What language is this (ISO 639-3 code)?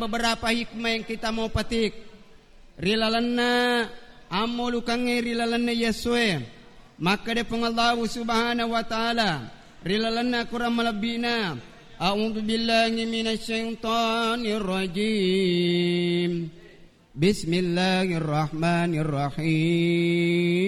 bug